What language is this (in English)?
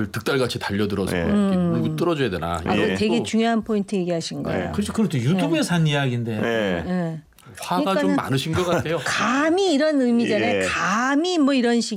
Korean